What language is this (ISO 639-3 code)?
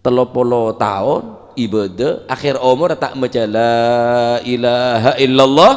mad